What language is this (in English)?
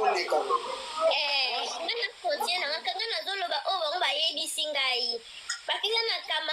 Lingala